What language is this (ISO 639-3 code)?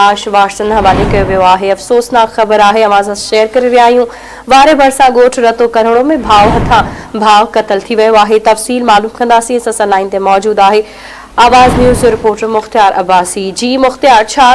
snd